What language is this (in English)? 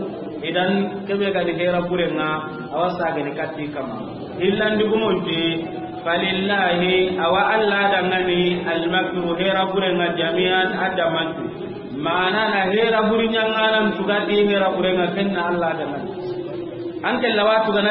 Soninke